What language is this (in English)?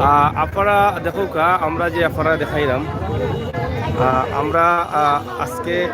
Sylheti